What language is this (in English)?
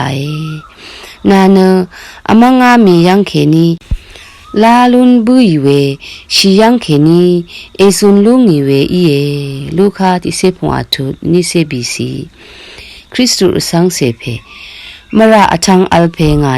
Rawang